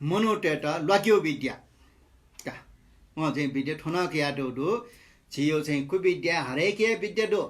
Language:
Newari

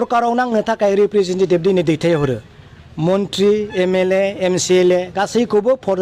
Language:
Bodo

